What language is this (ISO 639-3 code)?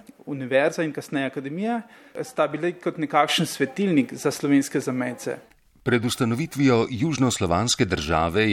slv